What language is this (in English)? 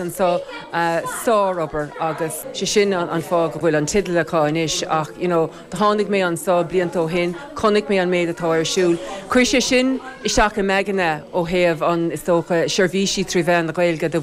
Irish